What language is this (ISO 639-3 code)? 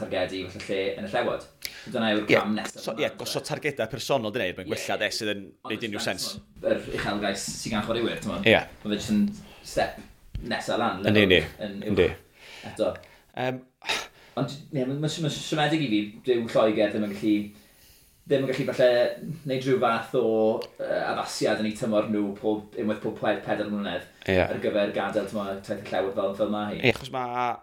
cym